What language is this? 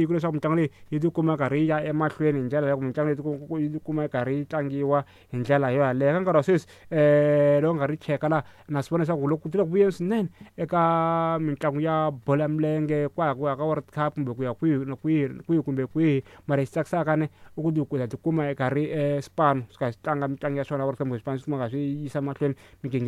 Tsonga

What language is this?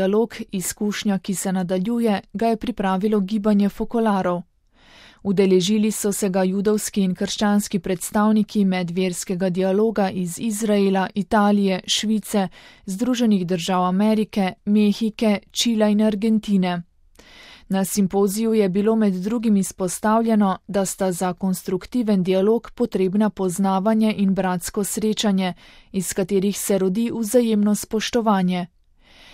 Slovenian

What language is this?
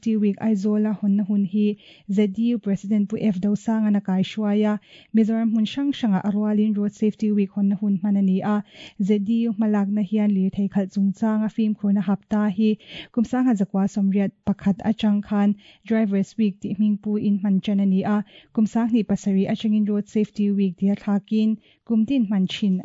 Mizo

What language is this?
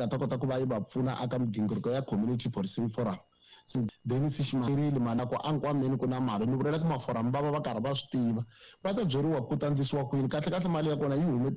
Tsonga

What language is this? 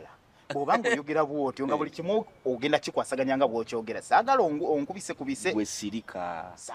Ganda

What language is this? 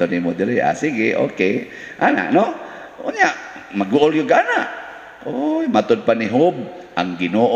Cebuano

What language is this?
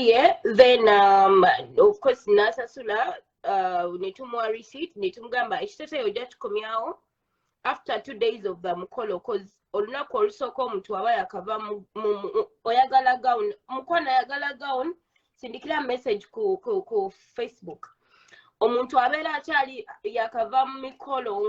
Ganda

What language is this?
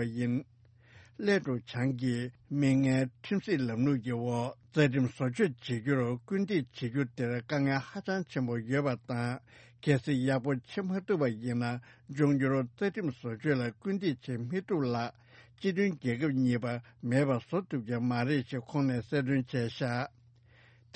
Tibetan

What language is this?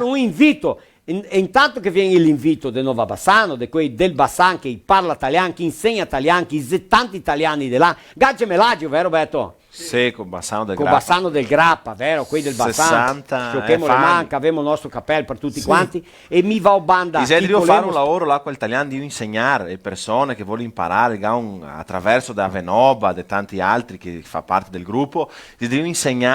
Venetian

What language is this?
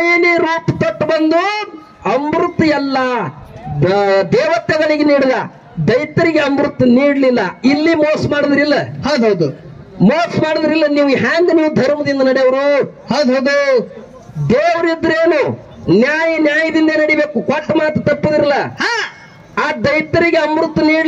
Kannada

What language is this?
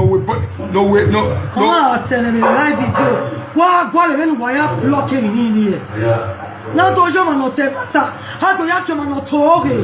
Nigerian Pidgin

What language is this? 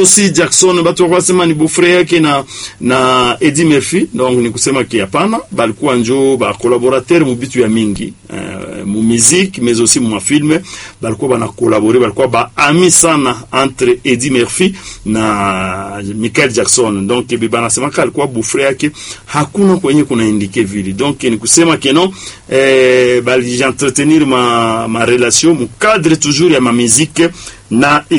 Swahili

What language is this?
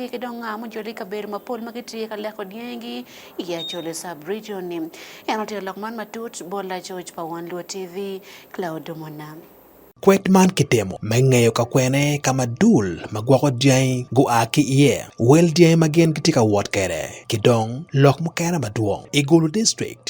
Acoli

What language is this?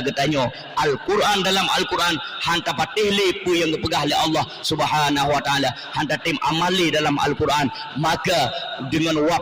Achinese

